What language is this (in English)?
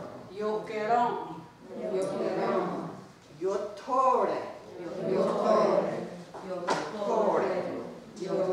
Mohawk